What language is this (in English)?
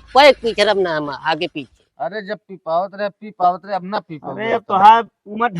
Awadhi